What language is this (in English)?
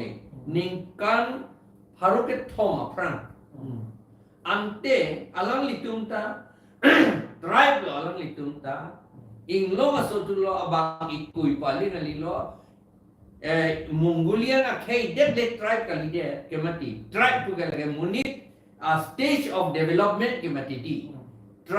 Karbi